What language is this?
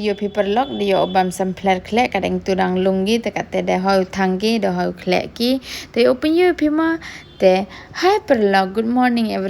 Pnar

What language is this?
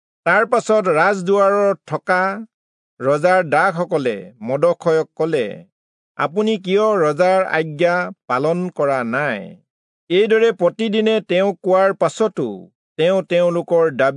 Assamese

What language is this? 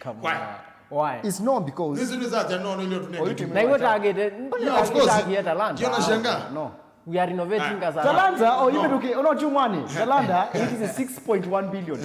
Kamba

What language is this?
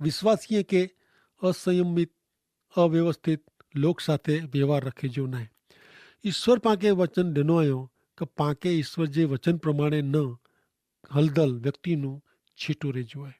Kachhi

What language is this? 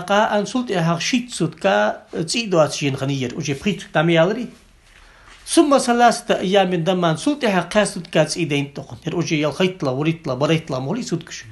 Ingush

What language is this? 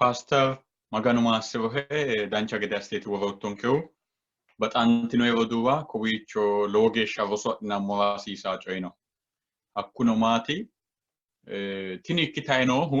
Sidamo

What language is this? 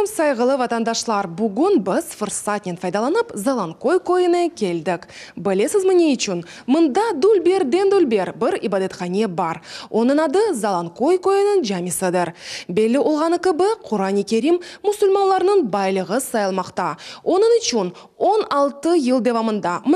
Crimean Tatar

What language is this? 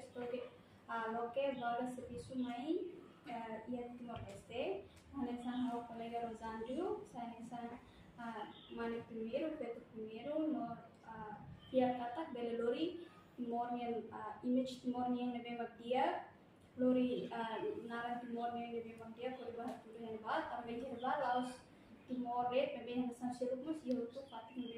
Tetum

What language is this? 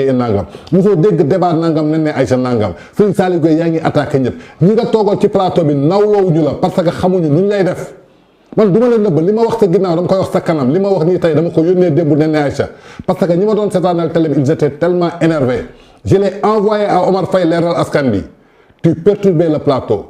Wolof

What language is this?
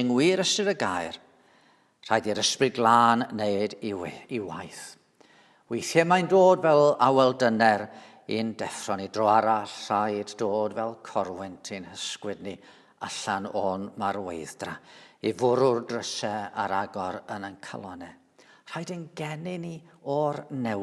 Welsh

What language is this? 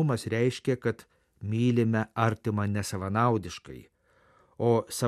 Lithuanian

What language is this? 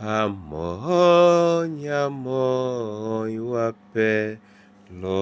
Duala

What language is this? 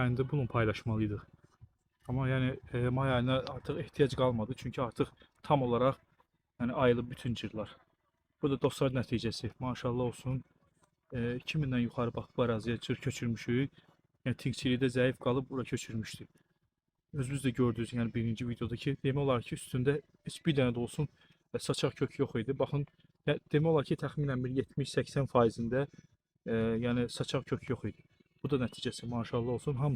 Azerbaijani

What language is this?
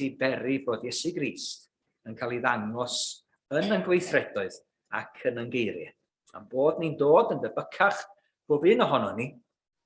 Welsh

